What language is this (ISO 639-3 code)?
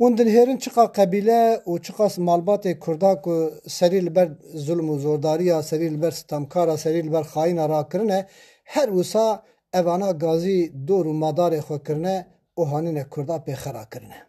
kur